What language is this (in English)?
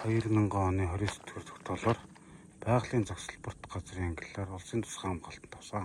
Mongolian